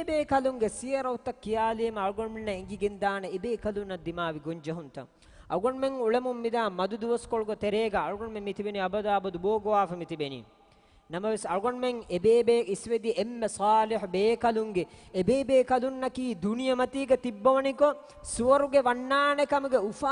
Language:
Divehi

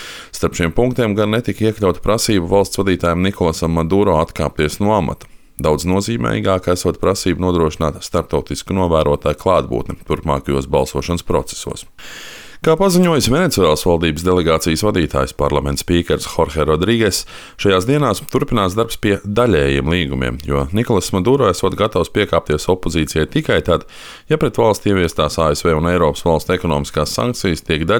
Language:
Latvian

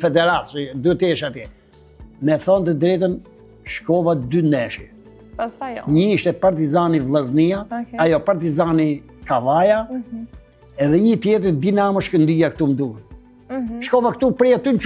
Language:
Albanian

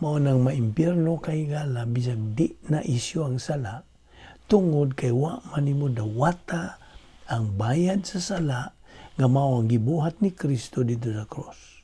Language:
Cebuano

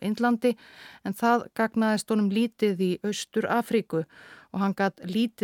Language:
Icelandic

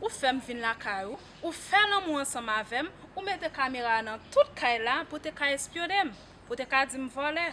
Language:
Haitian Creole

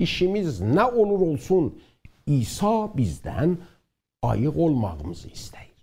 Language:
South Azerbaijani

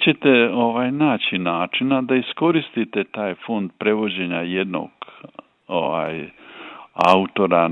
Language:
Croatian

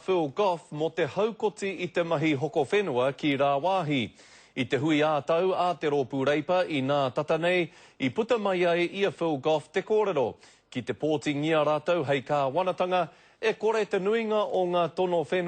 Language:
Māori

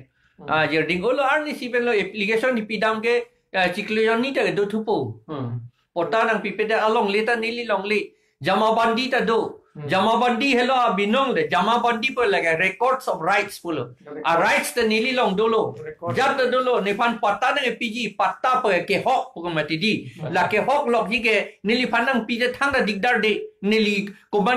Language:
Karbi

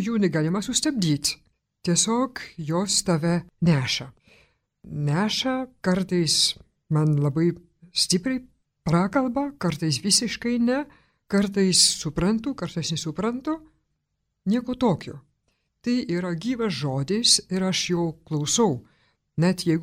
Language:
Lithuanian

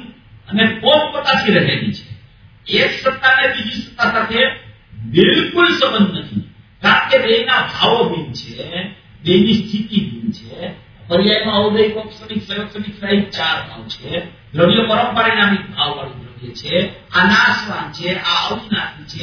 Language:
Gujarati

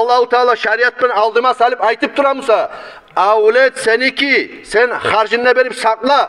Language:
Kumyk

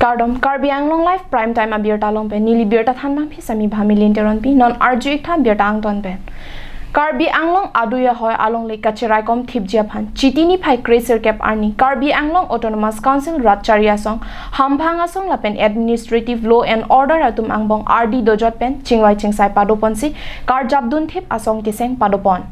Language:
Karbi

